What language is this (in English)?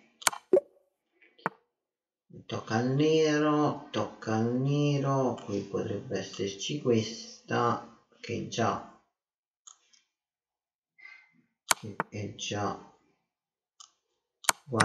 Italian